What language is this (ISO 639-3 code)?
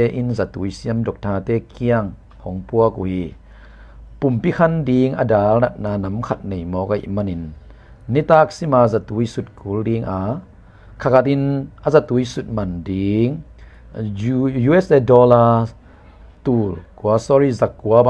ctd